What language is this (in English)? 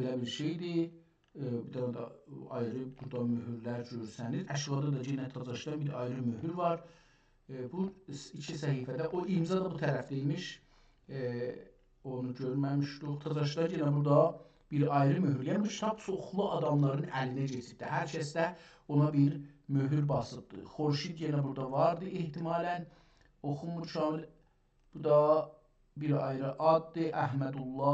South Azerbaijani